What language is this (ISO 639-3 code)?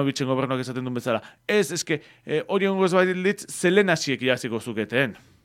eus